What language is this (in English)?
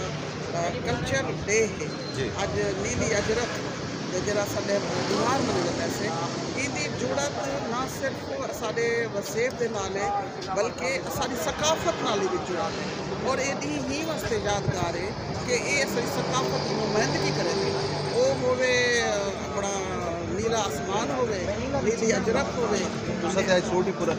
Saraiki